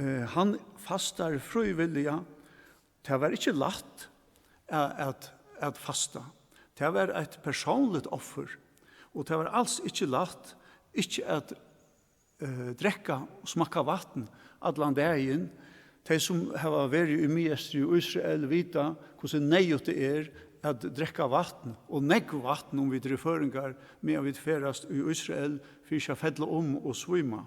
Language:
Faroese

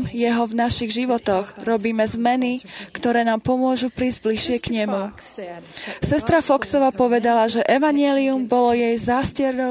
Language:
Slovak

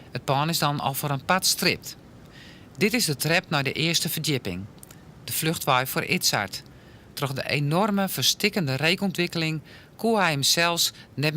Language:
Western Frisian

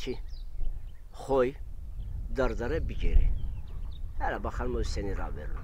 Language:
Zaza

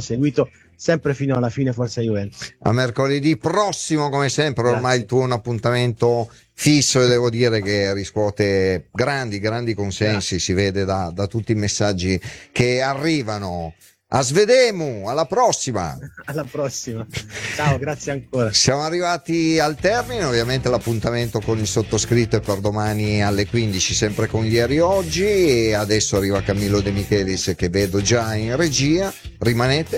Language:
Italian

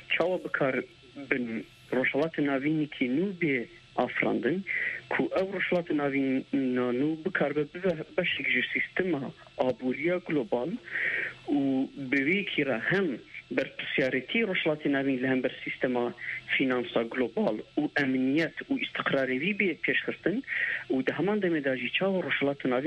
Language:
Kurdish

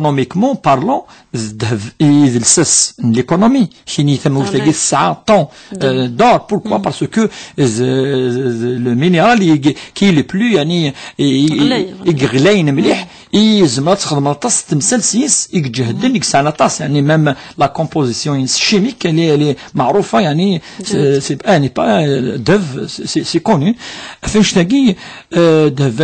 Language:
Kabyle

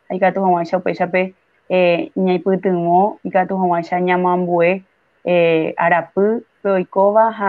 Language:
Guarani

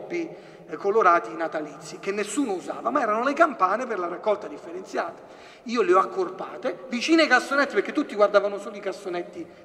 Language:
Italian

